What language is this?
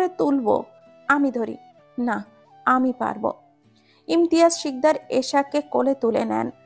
Bangla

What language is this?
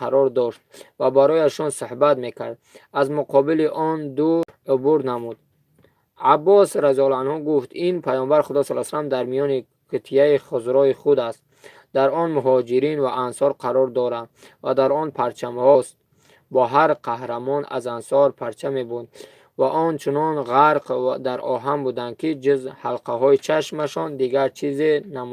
Tajik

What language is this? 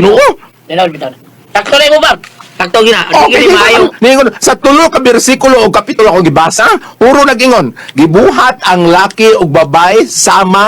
Cebuano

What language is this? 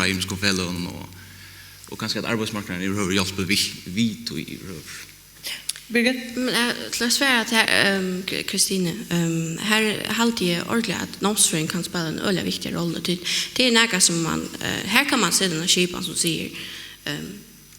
Faroese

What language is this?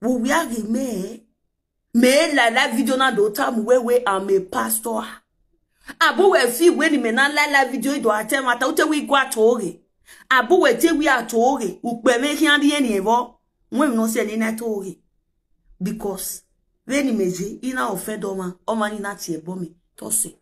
Nigerian Pidgin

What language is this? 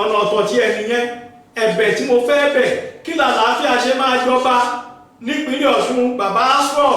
Yoruba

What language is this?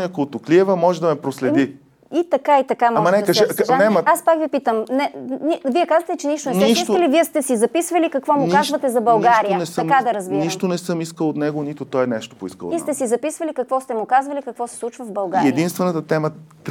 Bulgarian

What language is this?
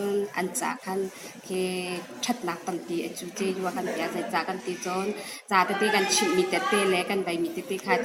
Hakha Chin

